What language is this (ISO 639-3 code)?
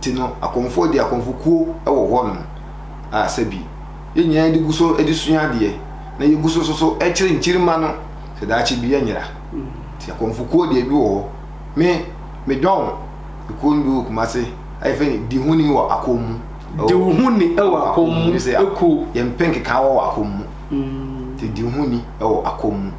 aka